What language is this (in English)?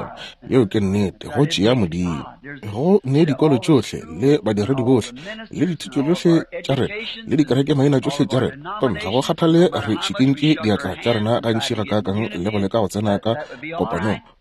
Northern Sotho